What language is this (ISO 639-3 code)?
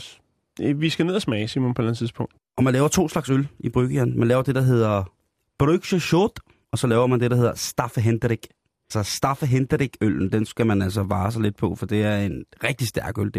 dan